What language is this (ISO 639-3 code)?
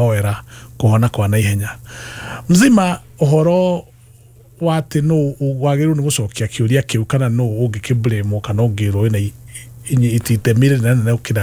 kik